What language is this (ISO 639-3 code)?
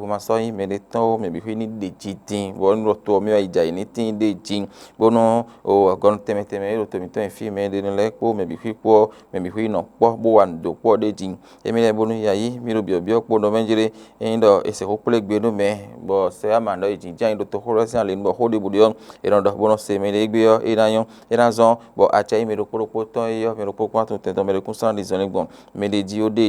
fon